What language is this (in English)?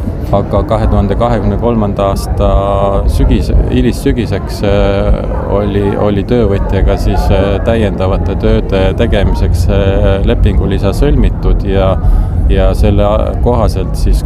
Estonian